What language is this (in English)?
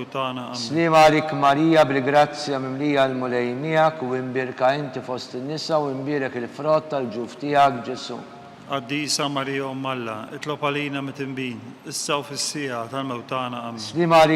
Maltese